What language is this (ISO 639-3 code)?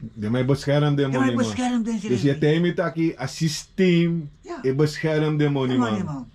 srn